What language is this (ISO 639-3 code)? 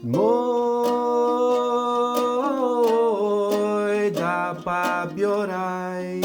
srd